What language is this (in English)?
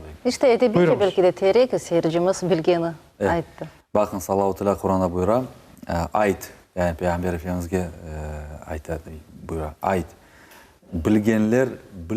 Crimean Tatar